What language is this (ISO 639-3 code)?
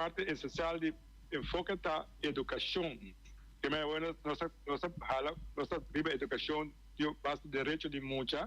pap